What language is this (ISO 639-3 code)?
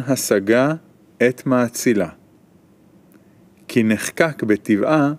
heb